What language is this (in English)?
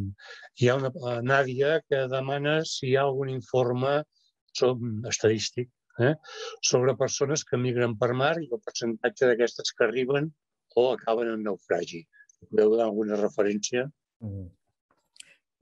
Catalan